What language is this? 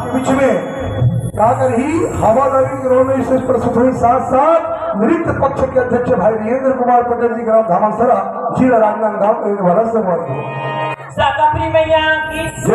Chhattisgarhi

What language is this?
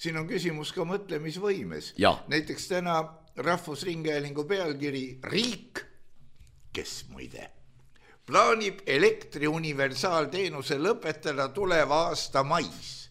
Estonian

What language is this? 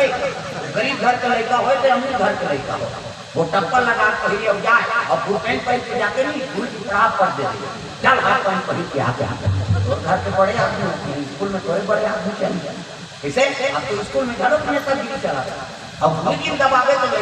Chhattisgarhi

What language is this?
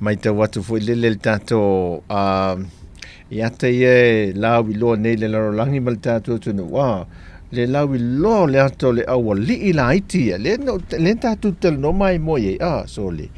Samoan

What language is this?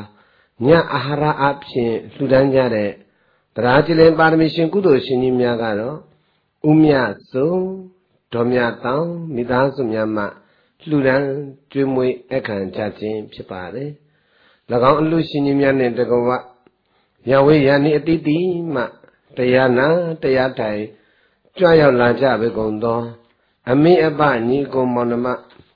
Burmese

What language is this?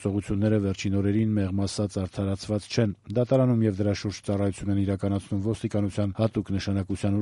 Armenian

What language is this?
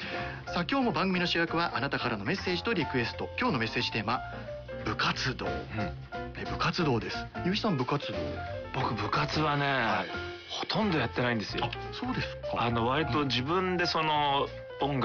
Japanese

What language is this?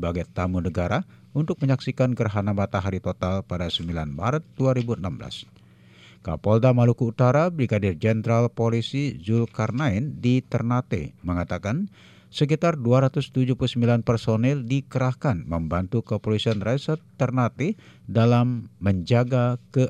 Indonesian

